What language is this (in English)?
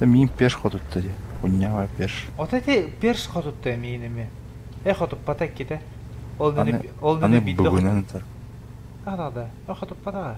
Yakut